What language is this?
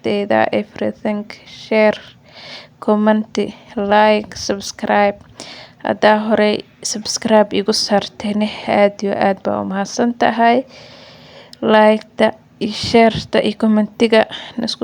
Somali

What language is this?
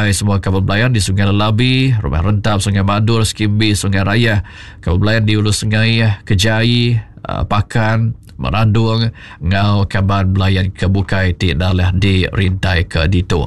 Iban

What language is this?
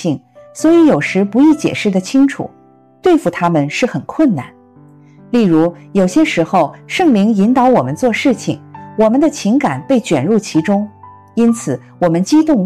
Chinese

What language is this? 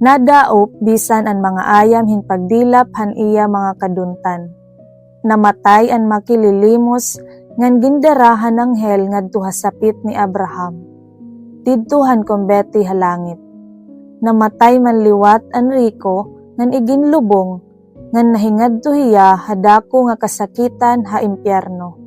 Waray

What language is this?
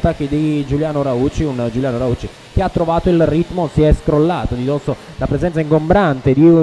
Italian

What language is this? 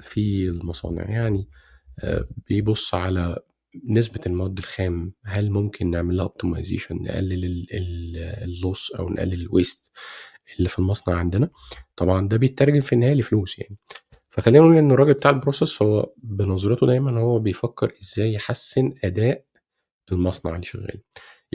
Egyptian Arabic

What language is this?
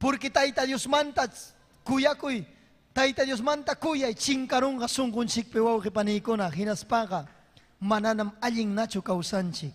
Ayacucho Quechua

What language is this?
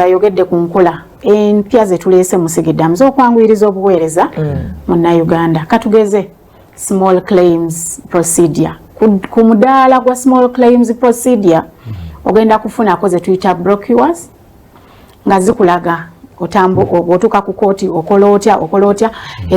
Ganda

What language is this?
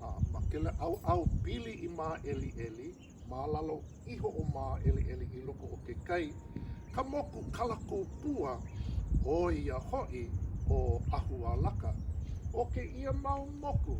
Hawaiian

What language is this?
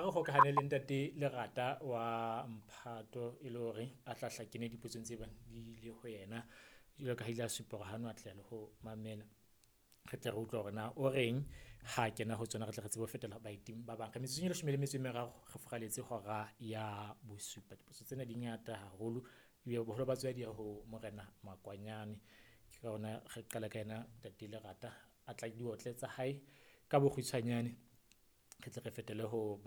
Southern Sotho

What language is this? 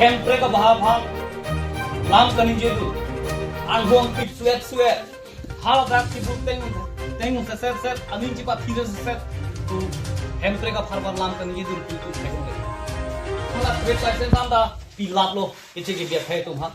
Karbi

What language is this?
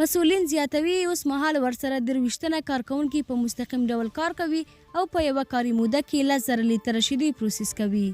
Pashto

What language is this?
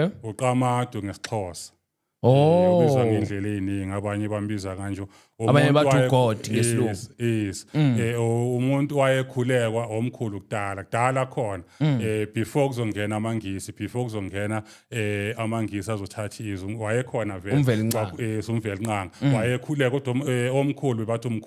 Zulu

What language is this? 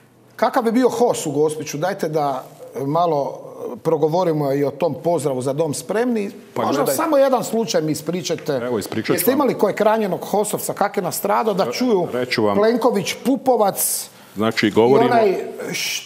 Croatian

